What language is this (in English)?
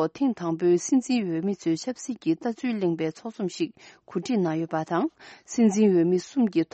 Tibetan